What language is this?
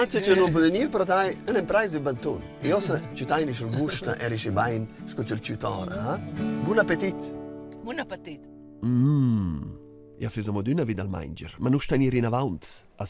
Romansh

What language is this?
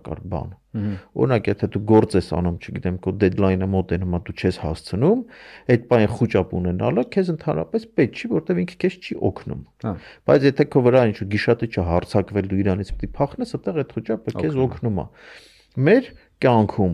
Armenian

